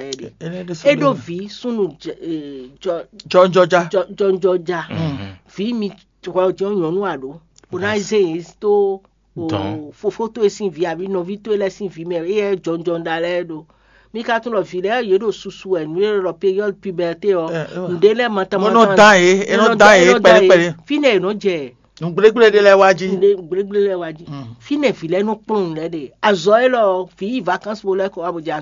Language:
Fon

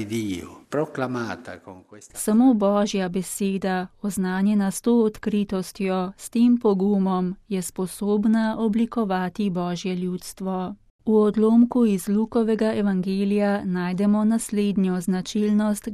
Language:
Slovenian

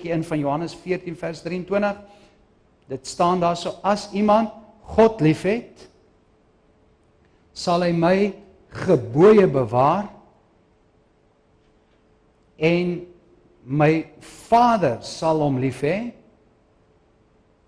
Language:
Afrikaans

